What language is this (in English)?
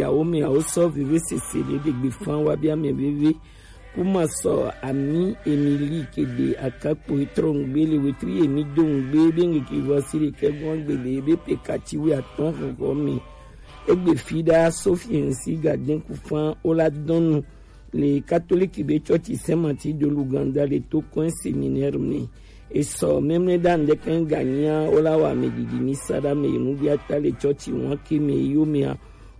Gen